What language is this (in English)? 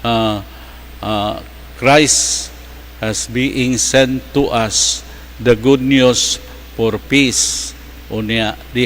Cebuano